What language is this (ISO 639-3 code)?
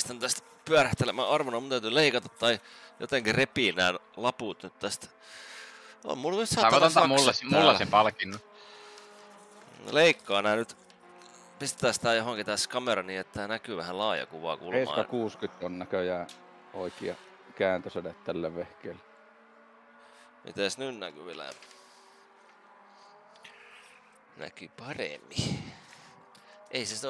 fin